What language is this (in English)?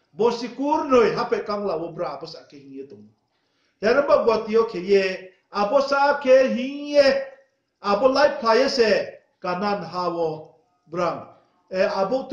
Riang (India)